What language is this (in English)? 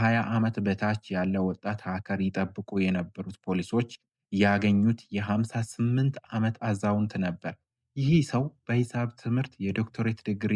Amharic